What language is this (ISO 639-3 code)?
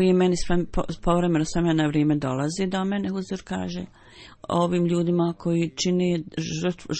bos